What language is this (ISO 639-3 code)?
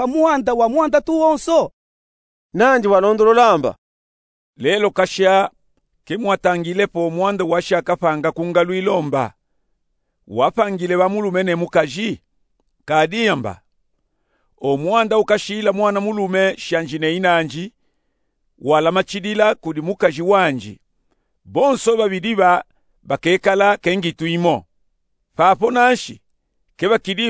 lub